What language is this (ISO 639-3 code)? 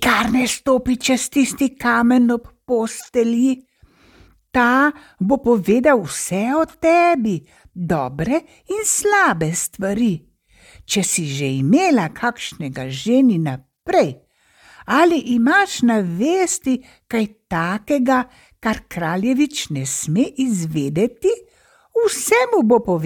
slv